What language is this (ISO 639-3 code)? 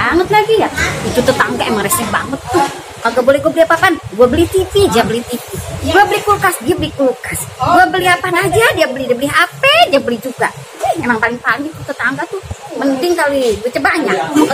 bew